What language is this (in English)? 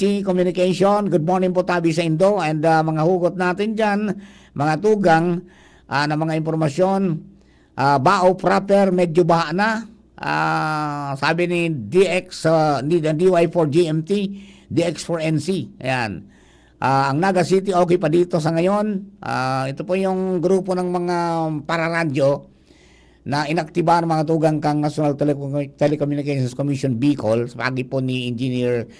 Bikol